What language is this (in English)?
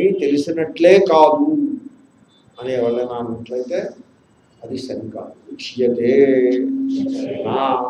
Telugu